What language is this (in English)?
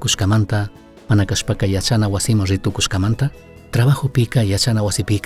Chimborazo Highland Quichua